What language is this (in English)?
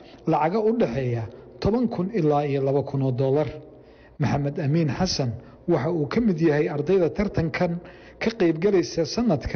Somali